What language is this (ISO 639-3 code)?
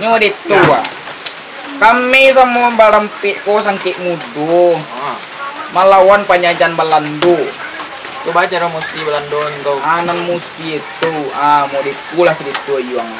min